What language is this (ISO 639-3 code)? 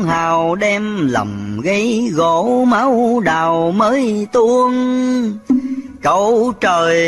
vie